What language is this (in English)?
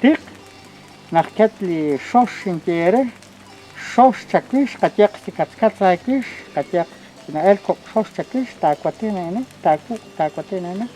Kekchí